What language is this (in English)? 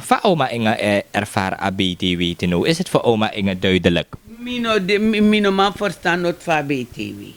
Sranan Tongo